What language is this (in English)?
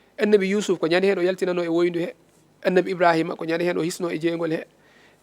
Fula